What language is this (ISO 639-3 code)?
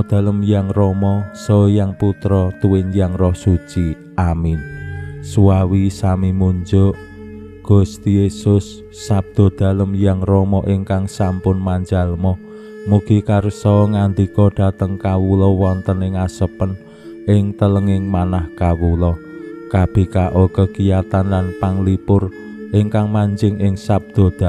jav